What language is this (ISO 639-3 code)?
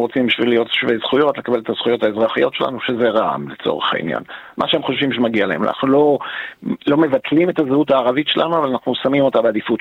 heb